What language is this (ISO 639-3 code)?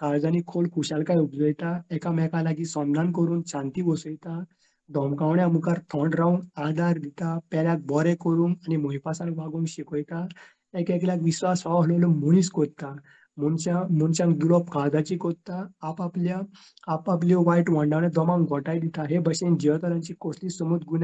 kok